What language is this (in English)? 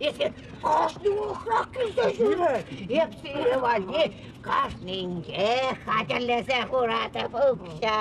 Chuvash